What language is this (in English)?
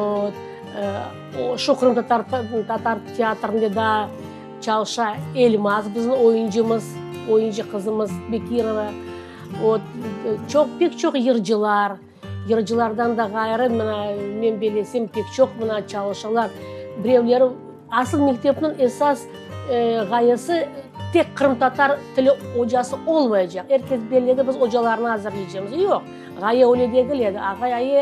Crimean Tatar